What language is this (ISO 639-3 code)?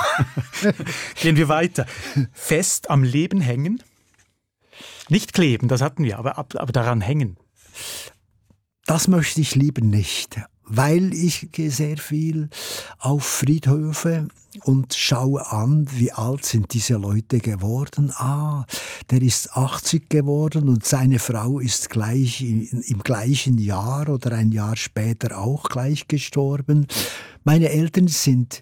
deu